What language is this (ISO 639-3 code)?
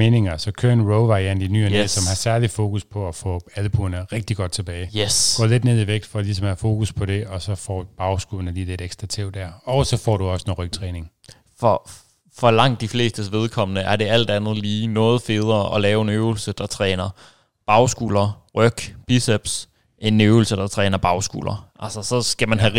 dan